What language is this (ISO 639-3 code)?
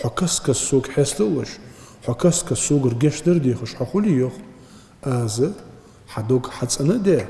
inh